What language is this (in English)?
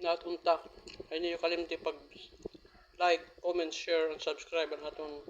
Waray